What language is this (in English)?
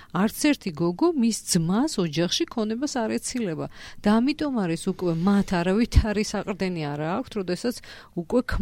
Georgian